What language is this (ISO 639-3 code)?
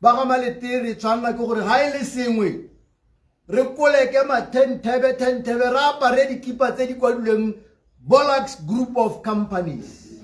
tsn